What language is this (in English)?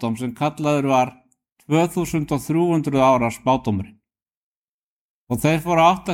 Icelandic